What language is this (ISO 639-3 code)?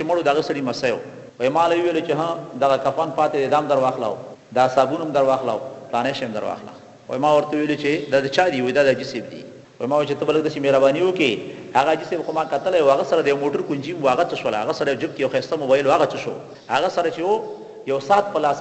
pus